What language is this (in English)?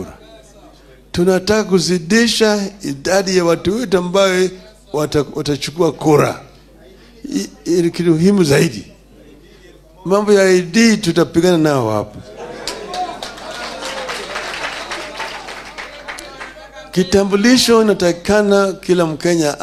Swahili